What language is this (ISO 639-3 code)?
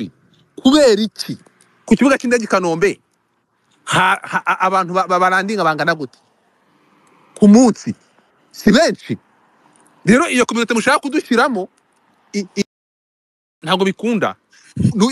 kin